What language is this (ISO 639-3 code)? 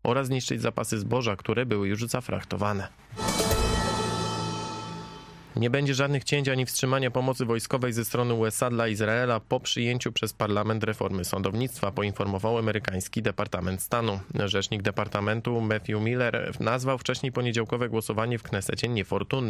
pol